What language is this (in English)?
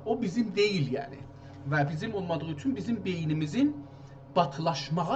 South Azerbaijani